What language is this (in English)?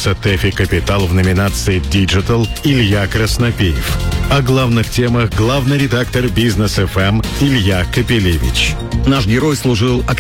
Russian